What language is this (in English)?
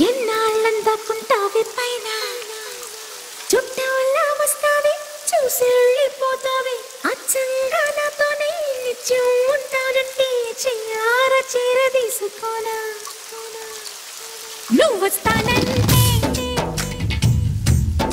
Telugu